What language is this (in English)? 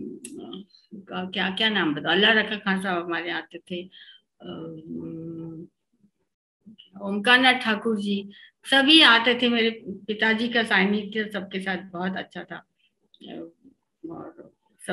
Hindi